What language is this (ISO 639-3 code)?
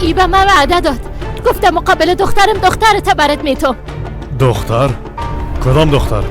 fas